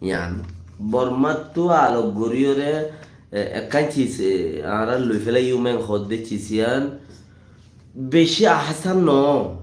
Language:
Rohingya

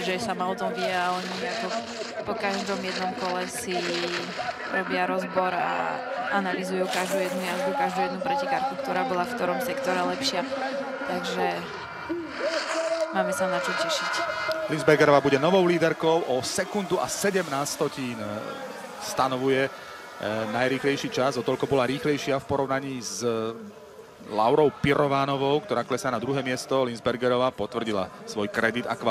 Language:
Slovak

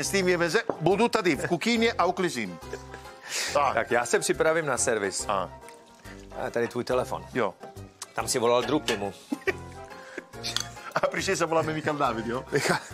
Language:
Czech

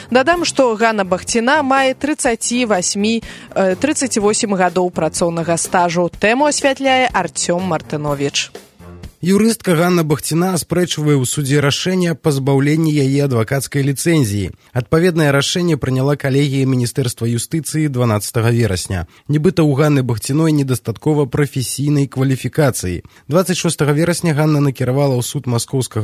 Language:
Belarusian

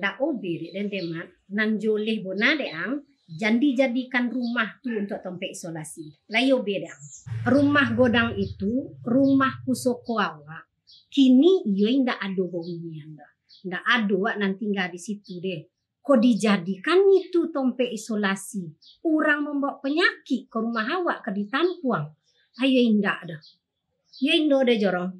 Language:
Minangkabau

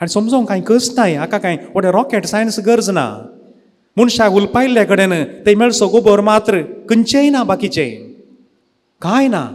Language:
Konkani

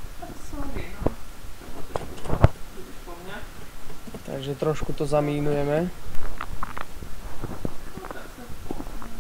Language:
Slovak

